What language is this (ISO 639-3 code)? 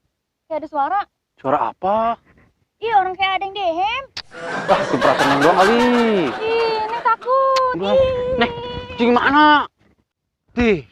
bew